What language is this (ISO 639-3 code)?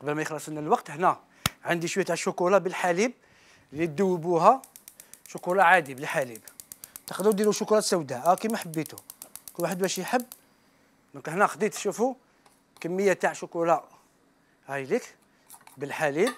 arq